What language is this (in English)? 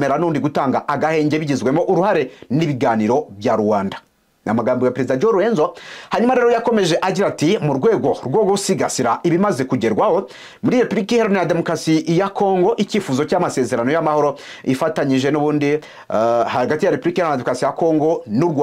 Kinyarwanda